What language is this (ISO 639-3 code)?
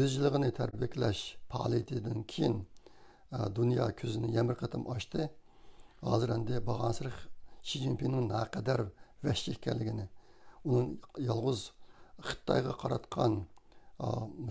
uig